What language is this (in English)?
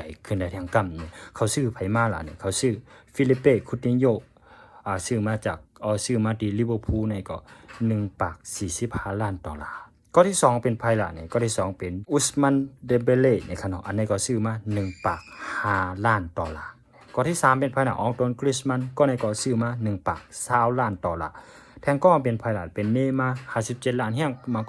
Shan